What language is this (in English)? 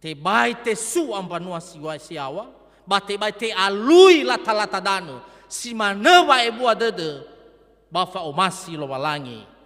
Nias